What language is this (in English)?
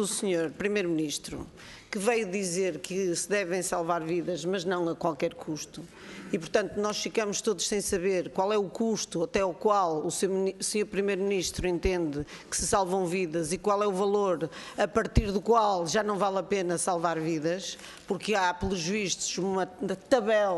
Portuguese